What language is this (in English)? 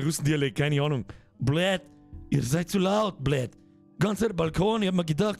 Bavarian